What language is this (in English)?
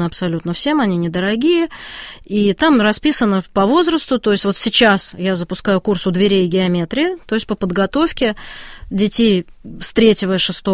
Russian